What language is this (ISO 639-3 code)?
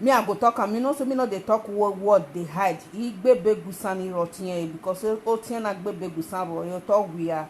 pcm